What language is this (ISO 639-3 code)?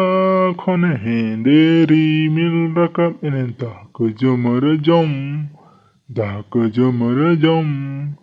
sat